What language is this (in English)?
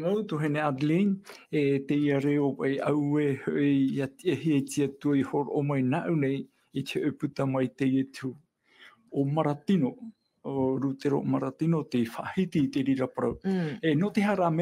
Tahitian